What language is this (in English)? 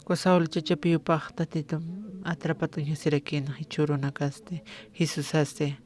Aymara